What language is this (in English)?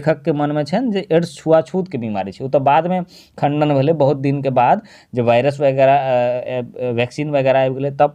Maithili